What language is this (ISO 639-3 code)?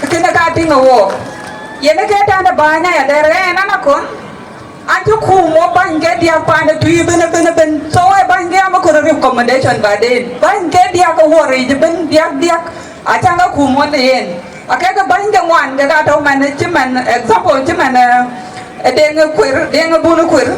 din